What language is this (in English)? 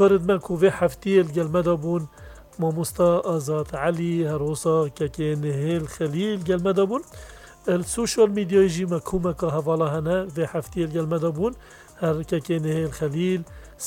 Kurdish